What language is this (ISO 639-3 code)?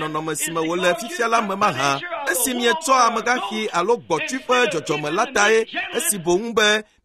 ewe